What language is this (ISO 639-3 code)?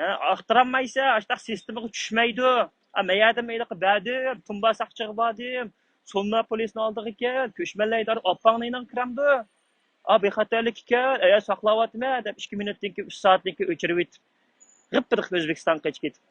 uig